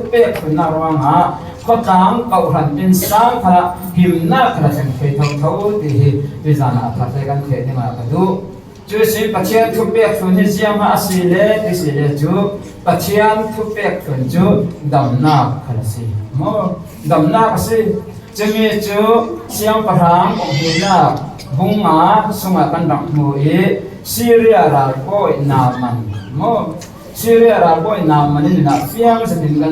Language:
Falam Chin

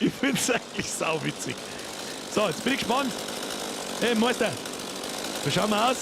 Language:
Bavarian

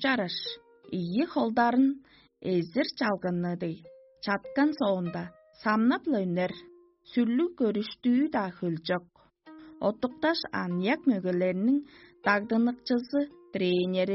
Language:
Tuvinian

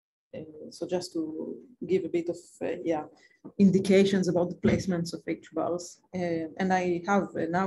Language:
English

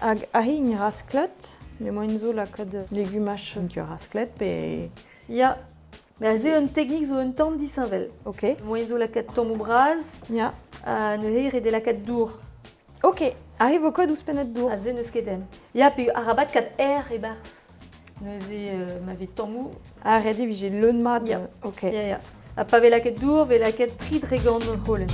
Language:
Breton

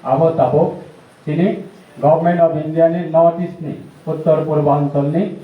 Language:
Kok Borok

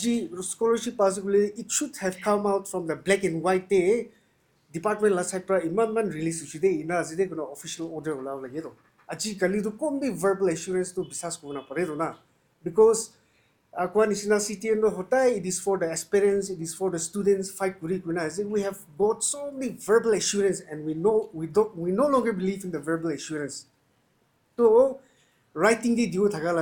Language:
Naga Pidgin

